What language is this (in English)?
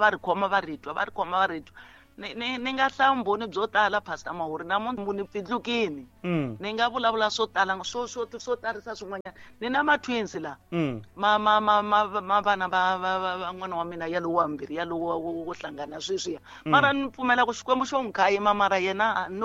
Tsonga